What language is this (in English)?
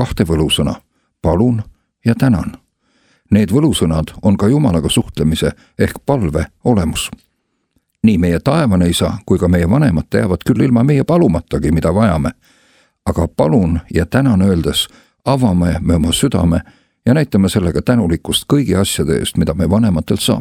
Estonian